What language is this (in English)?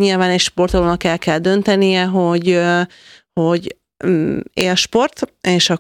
Hungarian